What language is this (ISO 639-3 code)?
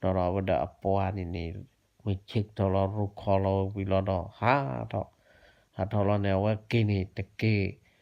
ksw